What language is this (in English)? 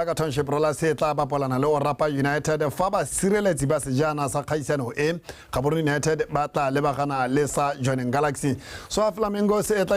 Tswana